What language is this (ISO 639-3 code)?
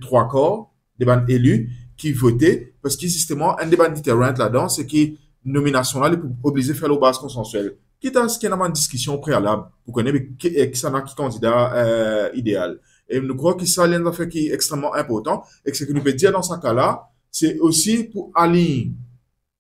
mfe